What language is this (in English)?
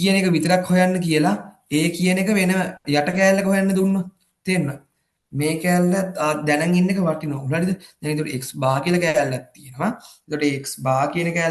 Sinhala